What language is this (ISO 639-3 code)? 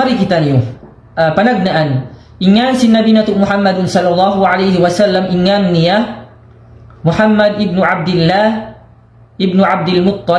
tsg